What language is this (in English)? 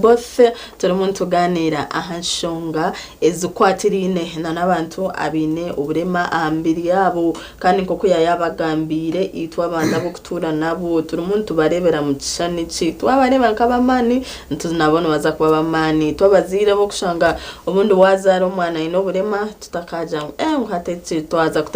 Nyankole